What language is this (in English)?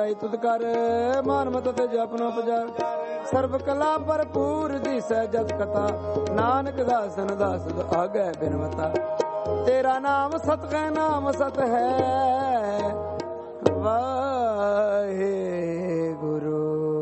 Punjabi